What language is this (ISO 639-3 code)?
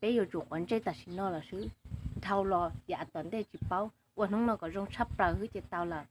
hmn